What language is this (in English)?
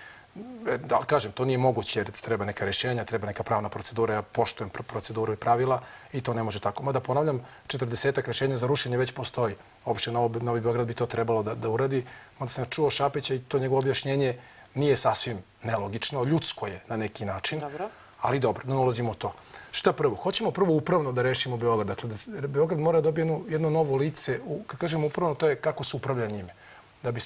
Serbian